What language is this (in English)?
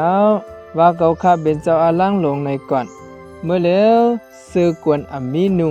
Shan